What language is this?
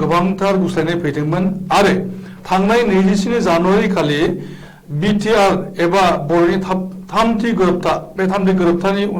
Bodo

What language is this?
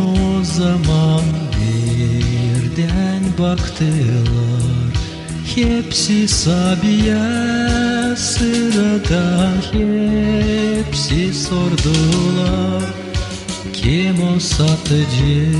Gagauz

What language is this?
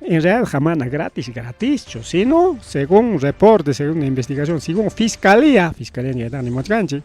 Ayacucho Quechua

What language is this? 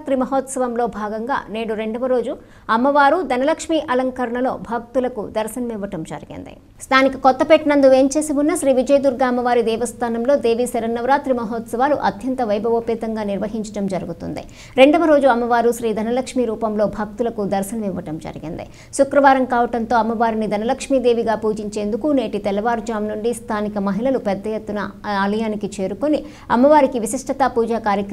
Telugu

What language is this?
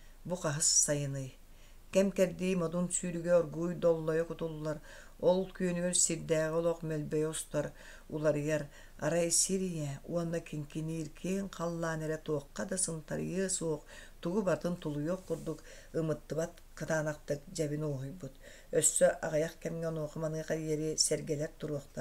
Yakut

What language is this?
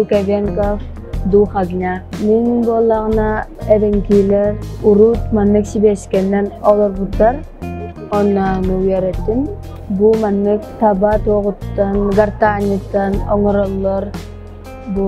Yakut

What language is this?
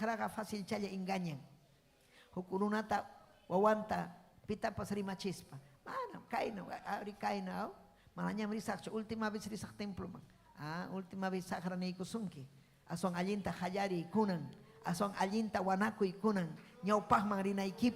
Ayacucho Quechua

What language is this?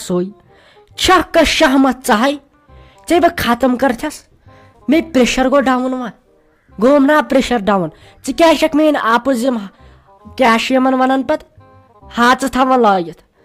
Kashmiri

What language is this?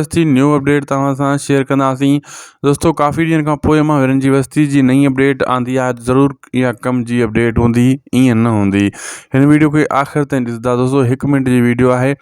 Sindhi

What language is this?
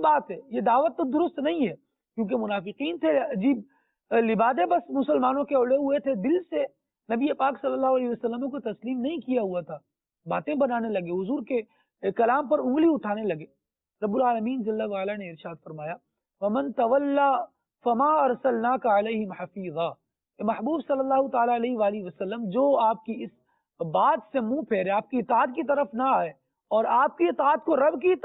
Urdu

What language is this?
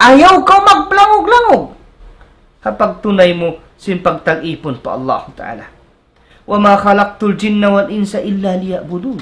Tausug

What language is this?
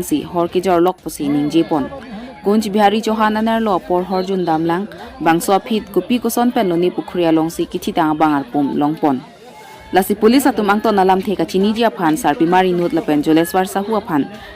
Karbi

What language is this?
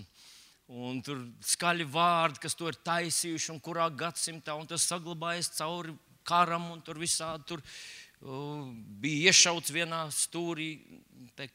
Latvian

